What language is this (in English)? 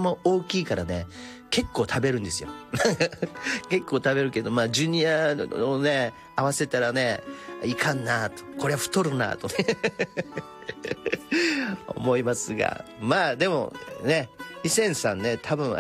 Japanese